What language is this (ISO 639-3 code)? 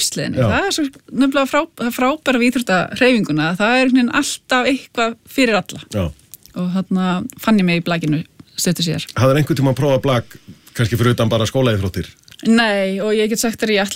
isl